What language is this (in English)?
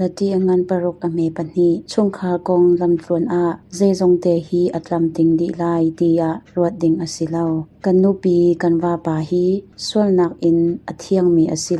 Hakha Chin